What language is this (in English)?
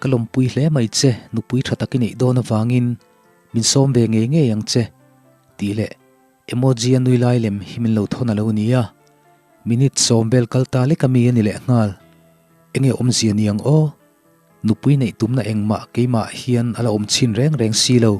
Mizo